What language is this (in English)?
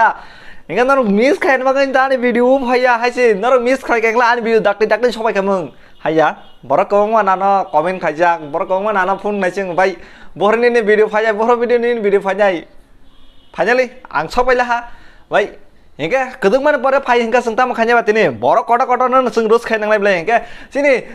Kok Borok